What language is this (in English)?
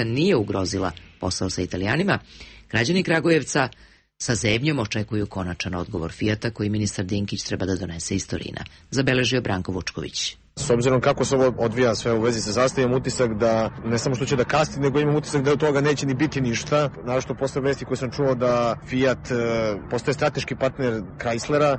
Serbian